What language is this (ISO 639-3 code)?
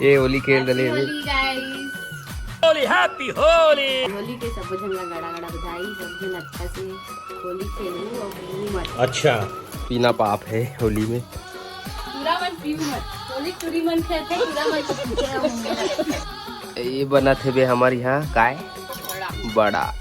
hne